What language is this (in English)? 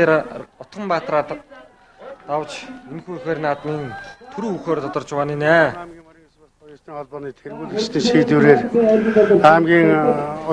Mongolian